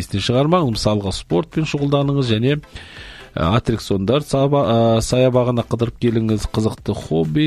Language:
Kazakh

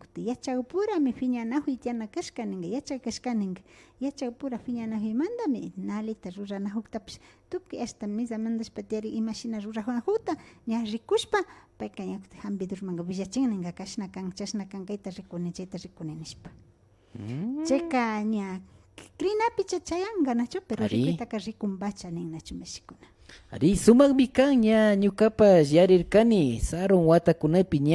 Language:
Imbabura Highland Quichua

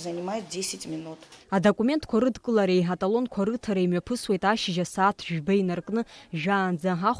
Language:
Abkhazian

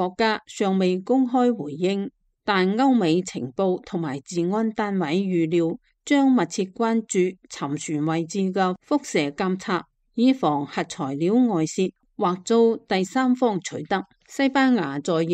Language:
Cantonese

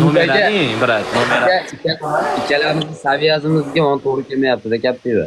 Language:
Uzbek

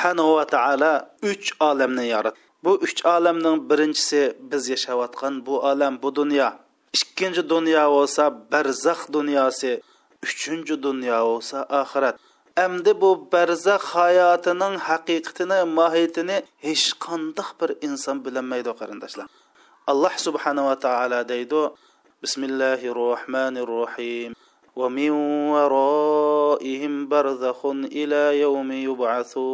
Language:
Uyghur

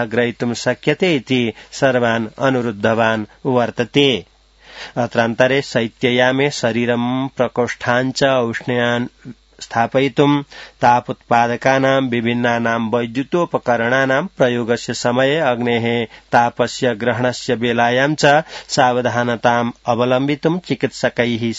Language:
Sanskrit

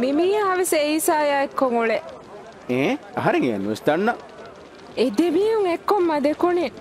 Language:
Divehi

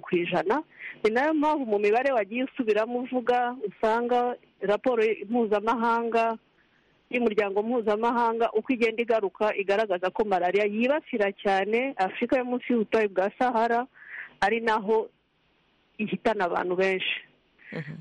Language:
Kinyarwanda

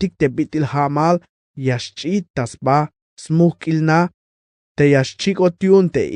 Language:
Tzeltal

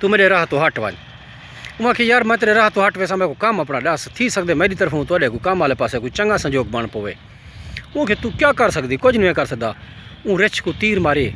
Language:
Saraiki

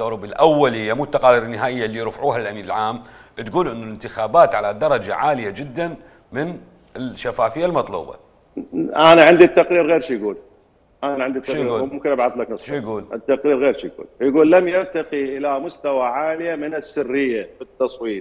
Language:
Mesopotamian Arabic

